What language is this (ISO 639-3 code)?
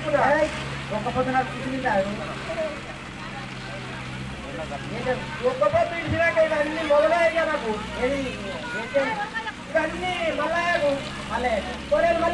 tel